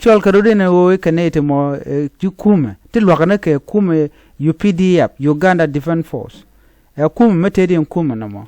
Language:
Nuer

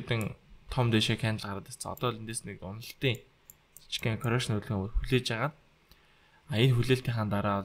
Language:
Mongolian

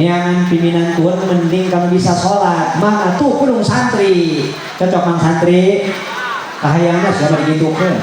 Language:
Sundanese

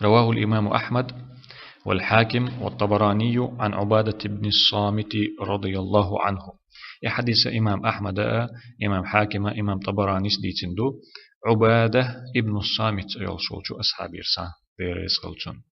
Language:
Chechen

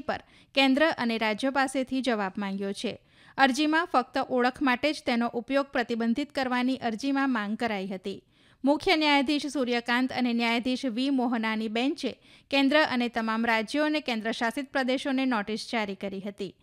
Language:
Gujarati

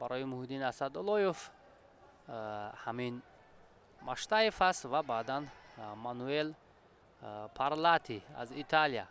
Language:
Tajik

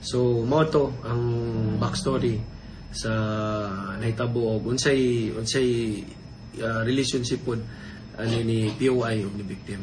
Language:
Cebuano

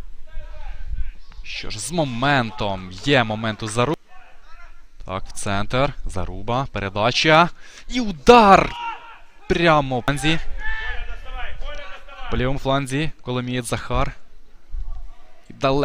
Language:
Ukrainian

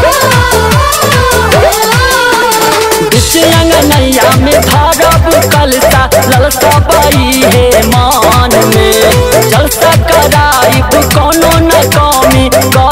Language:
Bhojpuri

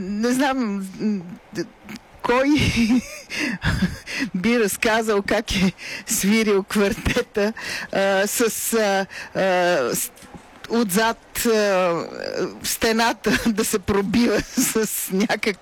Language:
Bulgarian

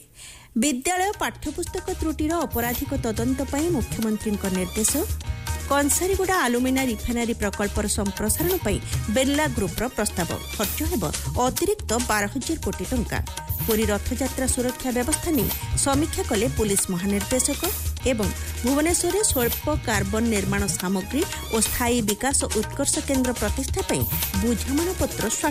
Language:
Odia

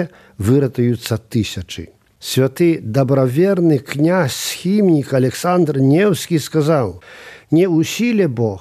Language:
Belarusian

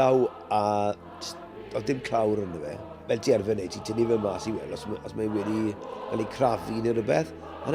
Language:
Welsh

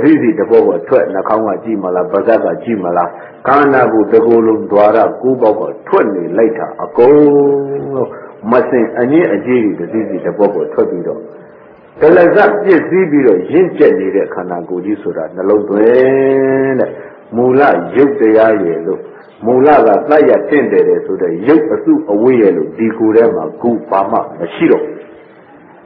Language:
Burmese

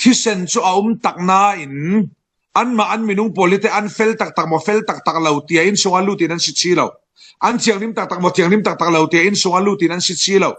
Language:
Falam Chin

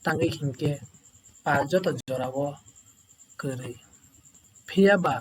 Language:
Kok Borok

